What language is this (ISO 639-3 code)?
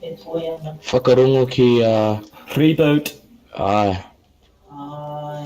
mri